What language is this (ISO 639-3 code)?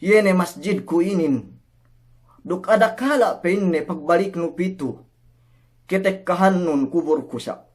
yka